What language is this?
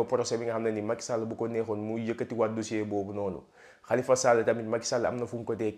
Wolof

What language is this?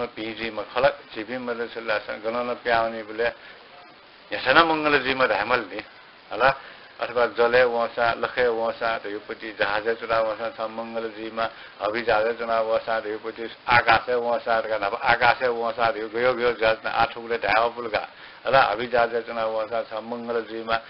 Newari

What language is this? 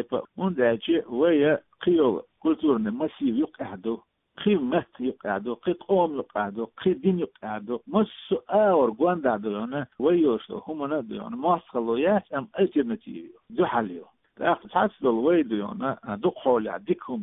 Chechen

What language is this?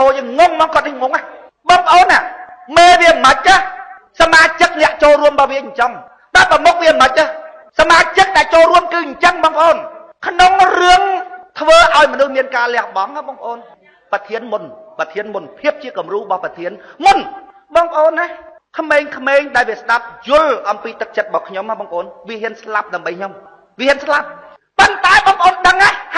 Khmer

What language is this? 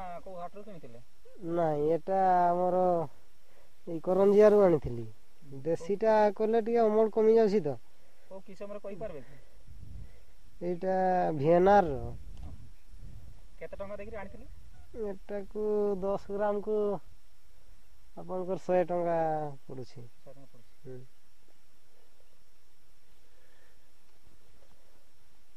Odia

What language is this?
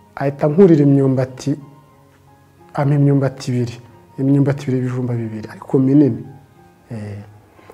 Kinyarwanda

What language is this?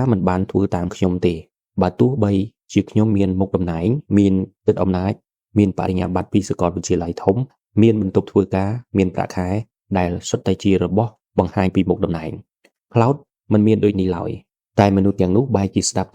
Khmer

